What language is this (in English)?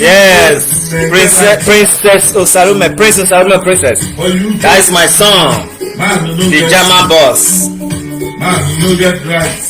Nigerian Pidgin